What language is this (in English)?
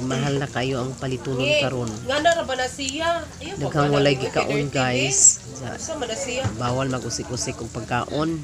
Cebuano